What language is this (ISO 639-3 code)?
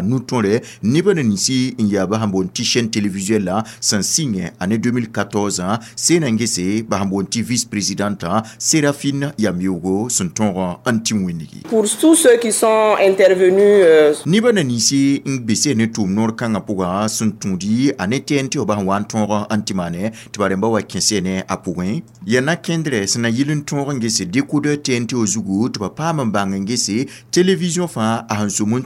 mos